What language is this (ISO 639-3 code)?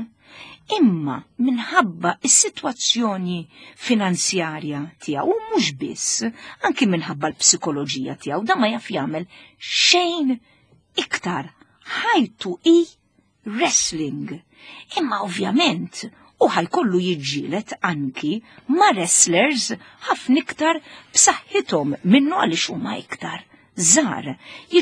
mlt